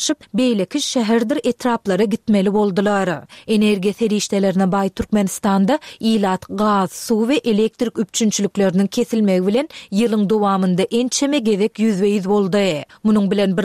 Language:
Turkmen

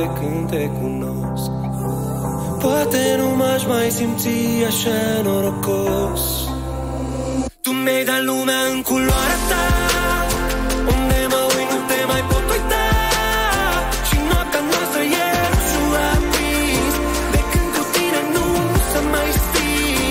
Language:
Romanian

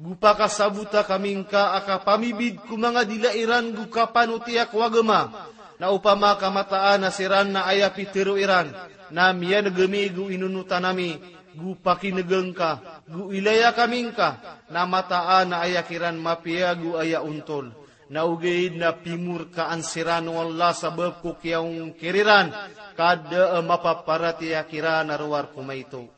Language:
Maranao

